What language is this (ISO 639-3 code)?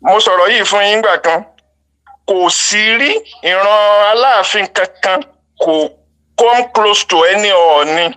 yor